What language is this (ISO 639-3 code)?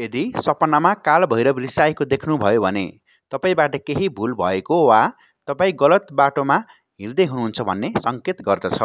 nep